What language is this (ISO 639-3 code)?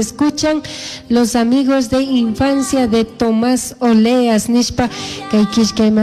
qug